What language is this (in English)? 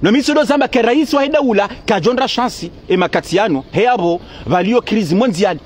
Ngazidja Comorian